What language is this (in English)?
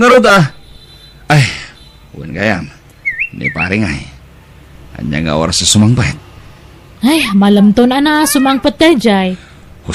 Iloko